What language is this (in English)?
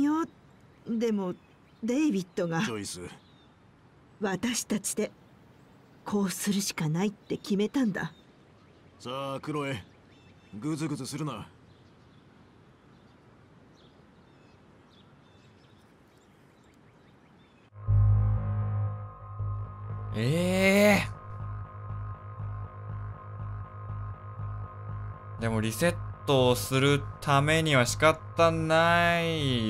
Japanese